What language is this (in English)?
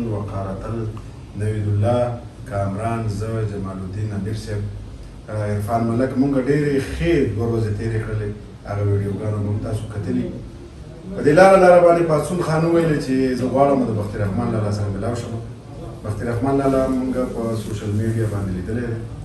Pashto